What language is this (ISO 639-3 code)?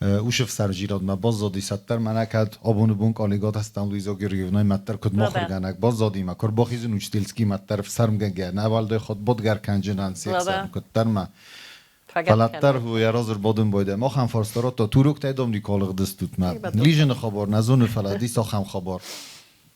oss